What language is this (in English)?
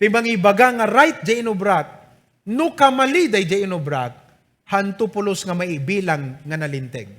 Iloko